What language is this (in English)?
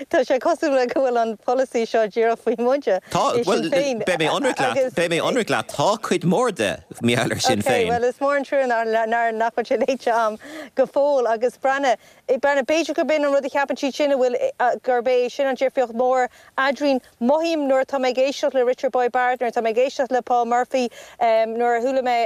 Irish